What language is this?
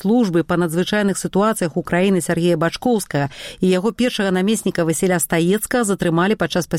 Belarusian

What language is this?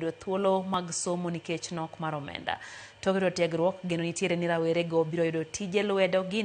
Luo (Kenya and Tanzania)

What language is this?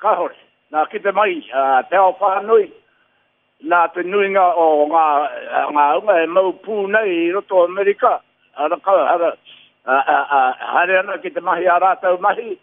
Māori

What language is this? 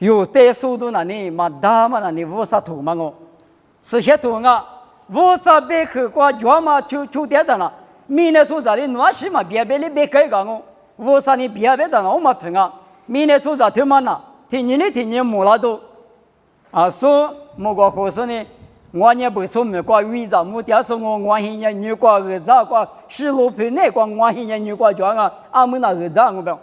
Lisu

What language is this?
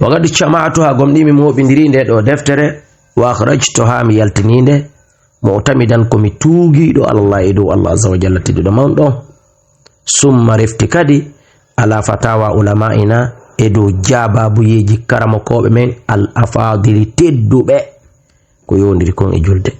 Fula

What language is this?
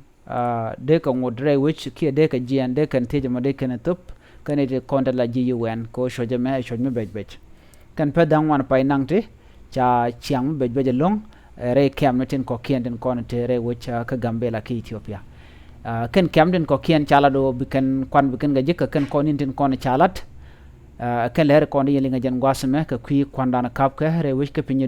Nuer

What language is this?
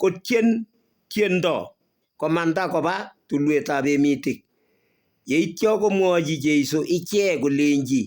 Kalenjin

